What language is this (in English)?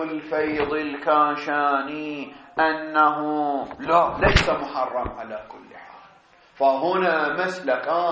Arabic